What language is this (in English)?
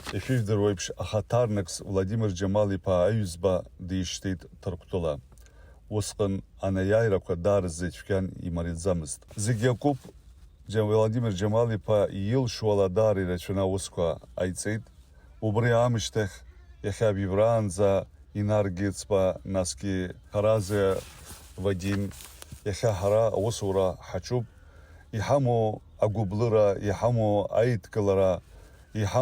Abkhazian